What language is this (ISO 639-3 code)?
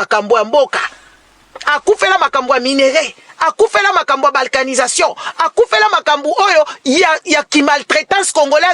lin